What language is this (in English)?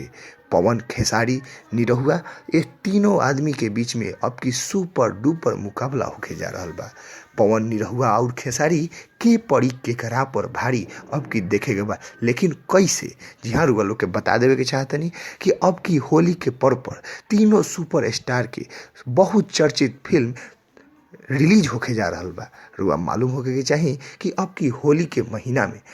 Bhojpuri